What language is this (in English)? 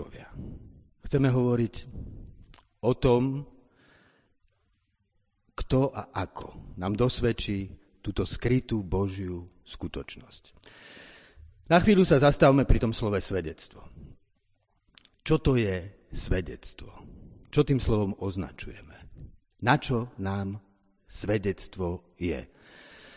Slovak